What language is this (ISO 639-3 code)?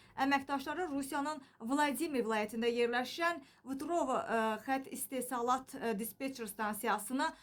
aze